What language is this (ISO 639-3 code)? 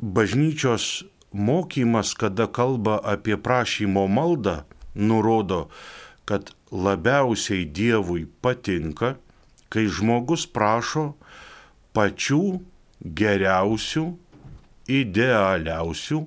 lit